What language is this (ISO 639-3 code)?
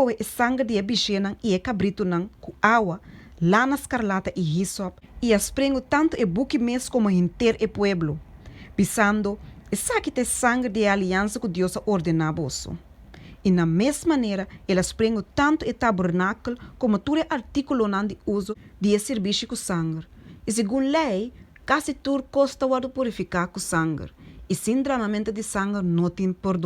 pap